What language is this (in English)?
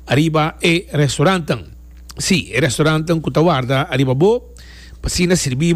Papiamento